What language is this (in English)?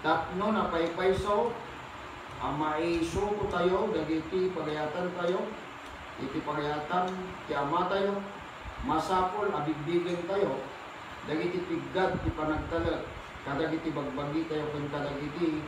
Iloko